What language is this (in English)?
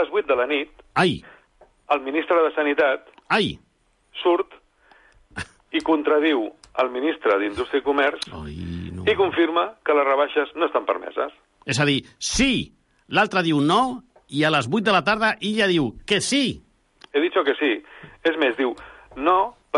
Catalan